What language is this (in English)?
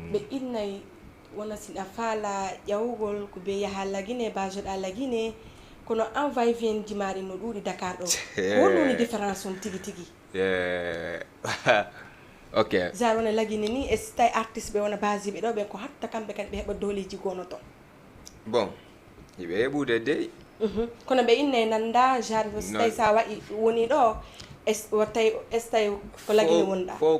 Fula